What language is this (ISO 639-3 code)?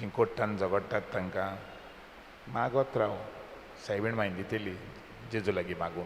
kok